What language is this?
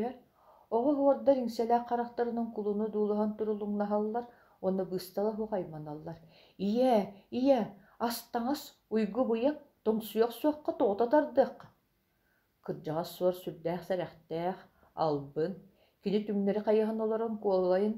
Yakut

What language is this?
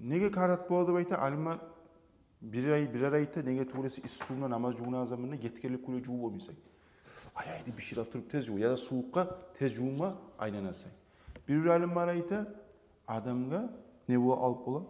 Kumyk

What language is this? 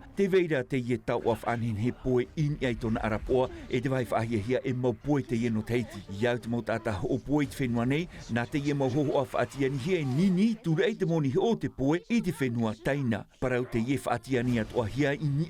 Tahitian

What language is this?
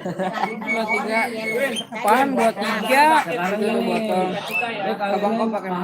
Betawi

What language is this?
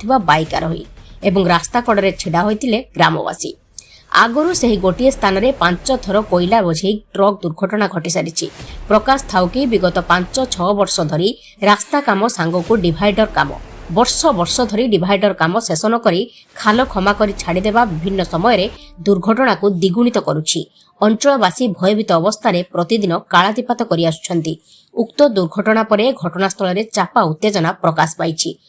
Odia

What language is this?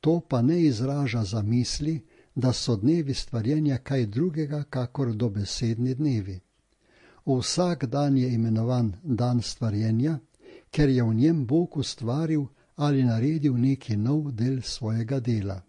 Slovenian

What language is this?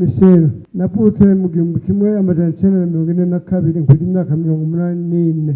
Rundi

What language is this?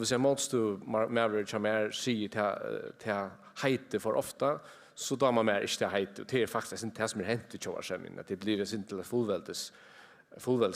Faroese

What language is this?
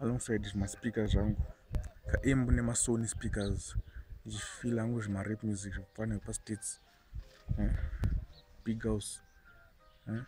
Shona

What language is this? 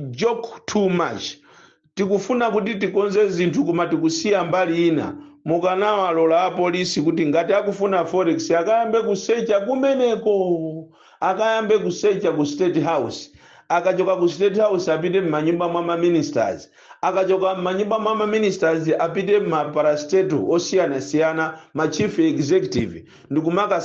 Nyanja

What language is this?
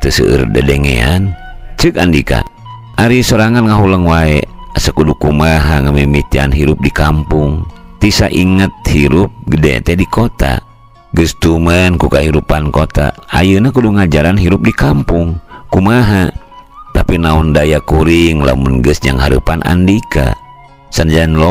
Sundanese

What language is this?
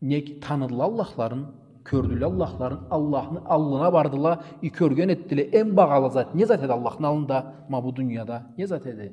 Karachay-Balkar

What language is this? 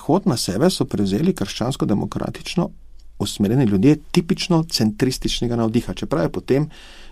Slovenian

